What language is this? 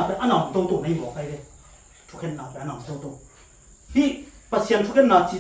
Tedim Chin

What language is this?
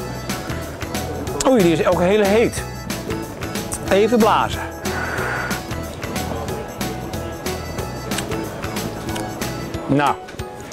Dutch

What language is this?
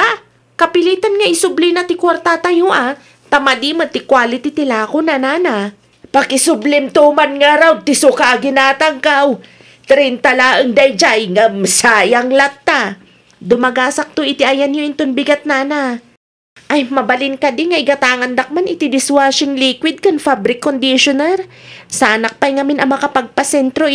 Iloko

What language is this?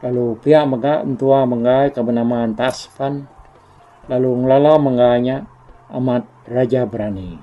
Iban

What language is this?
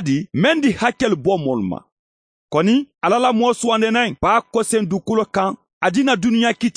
Bambara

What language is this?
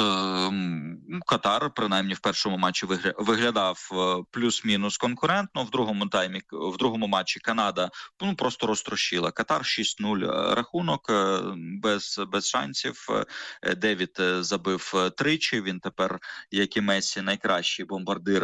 Ukrainian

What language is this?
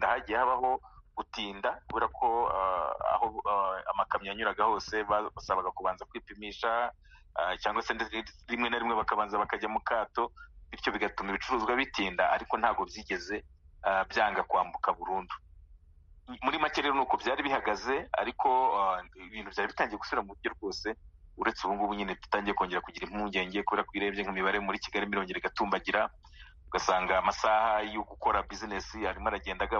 Kinyarwanda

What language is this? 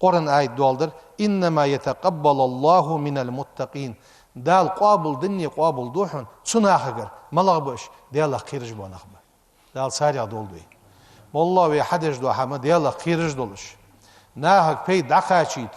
Ingush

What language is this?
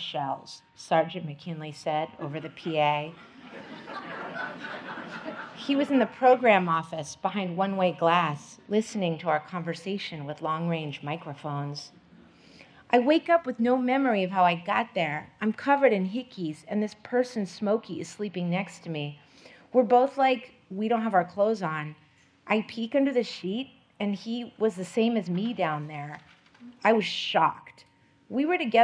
English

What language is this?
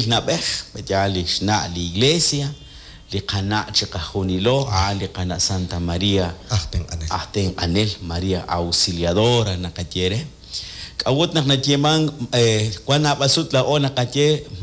Kekchí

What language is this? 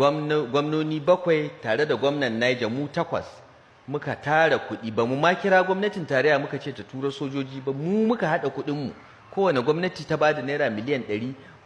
Hausa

